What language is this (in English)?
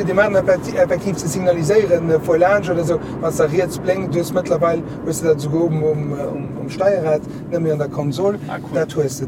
Luxembourgish